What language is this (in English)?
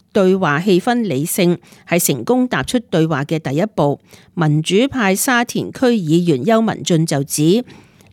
Cantonese